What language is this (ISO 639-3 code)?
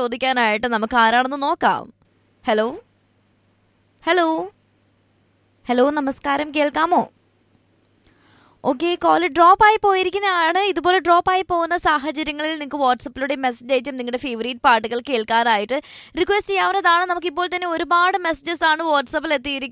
mal